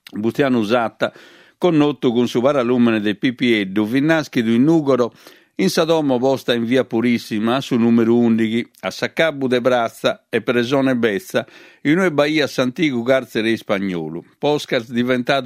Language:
Sardinian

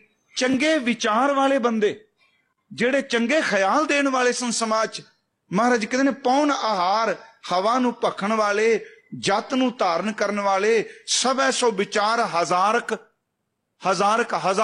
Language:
Punjabi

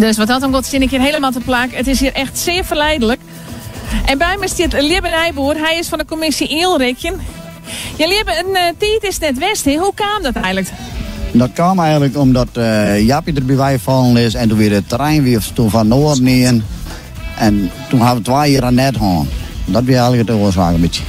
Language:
Western Frisian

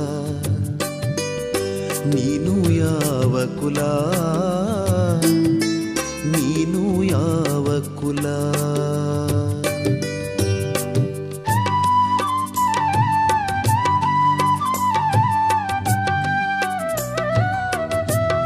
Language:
Kannada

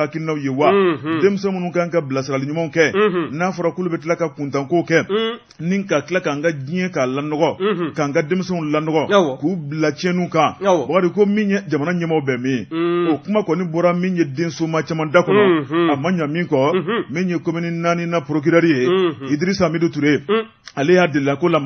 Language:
Bambara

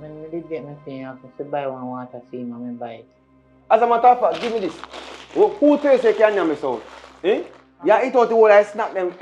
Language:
Jamaican Creole English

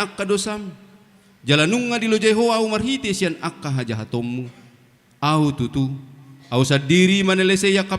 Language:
Batak Toba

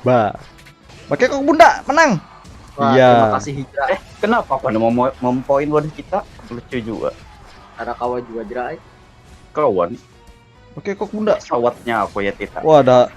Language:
Banjar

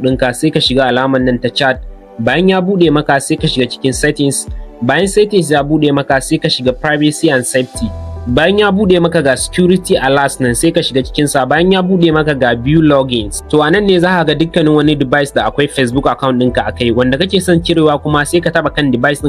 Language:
Hausa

